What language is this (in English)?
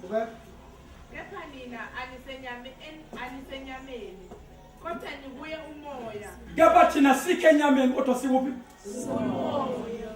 Zulu